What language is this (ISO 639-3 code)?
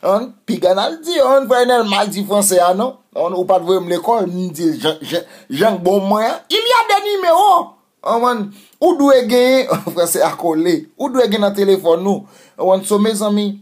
hat